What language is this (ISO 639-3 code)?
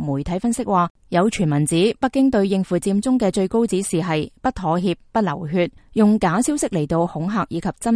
yue